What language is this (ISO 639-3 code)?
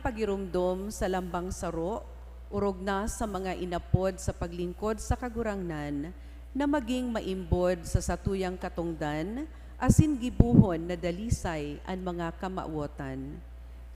bik